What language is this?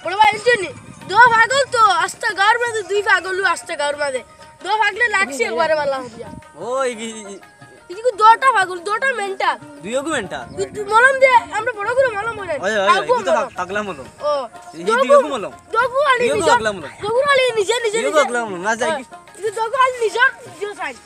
Sylheti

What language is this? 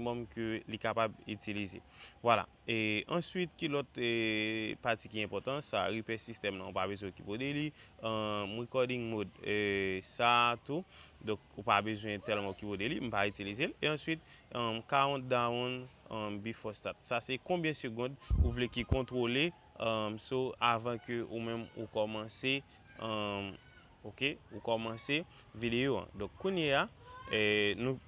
Haitian Creole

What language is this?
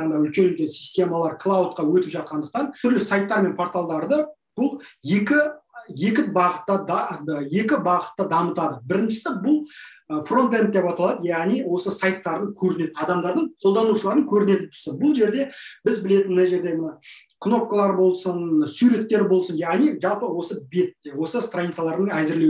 Kazakh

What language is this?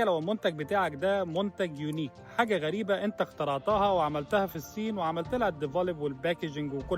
Egyptian Arabic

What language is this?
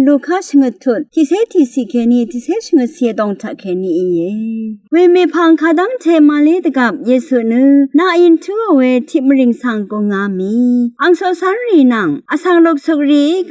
Rawang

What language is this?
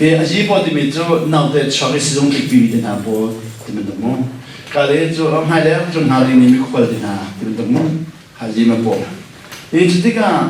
Hakha Chin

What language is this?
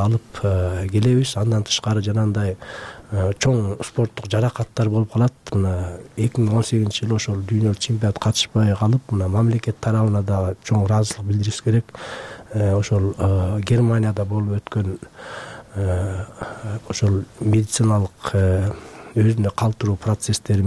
Kyrgyz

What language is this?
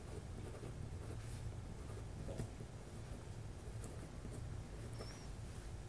Norwegian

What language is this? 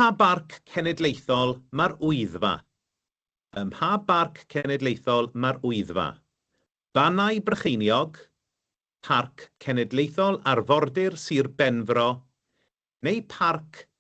Welsh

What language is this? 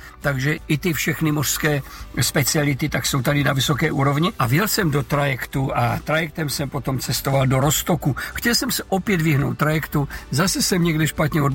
Czech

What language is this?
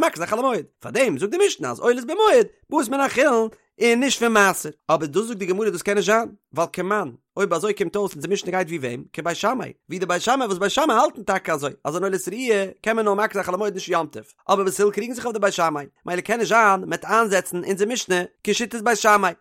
Yiddish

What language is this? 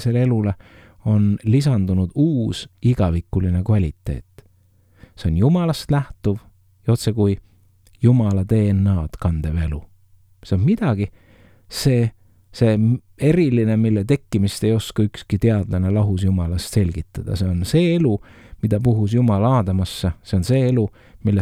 Estonian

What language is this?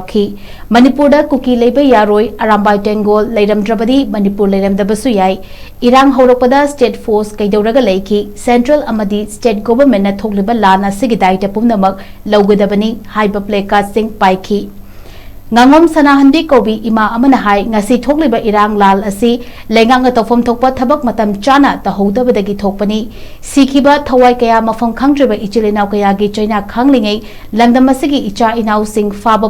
Manipuri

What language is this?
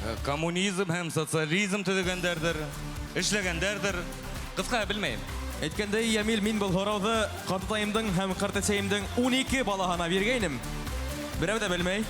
Bashkir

